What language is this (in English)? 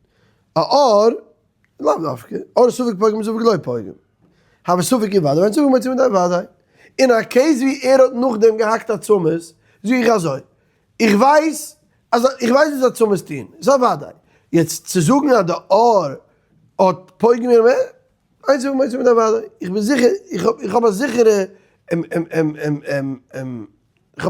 Yiddish